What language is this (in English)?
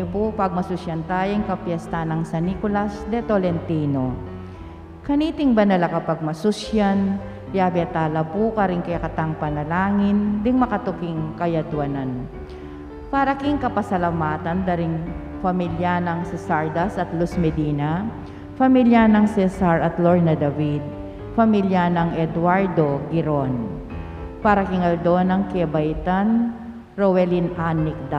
Pampanga